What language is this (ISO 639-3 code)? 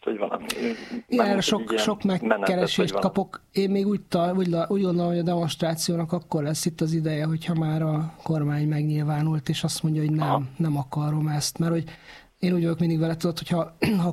hun